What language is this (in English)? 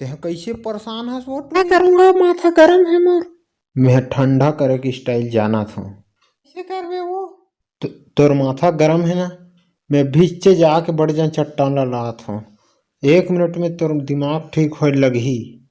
Chhattisgarhi